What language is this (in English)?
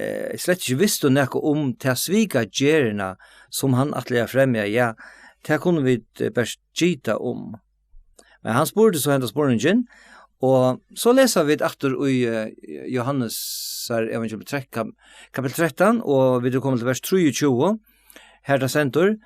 Faroese